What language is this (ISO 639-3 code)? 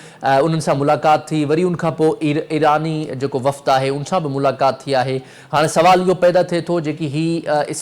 snd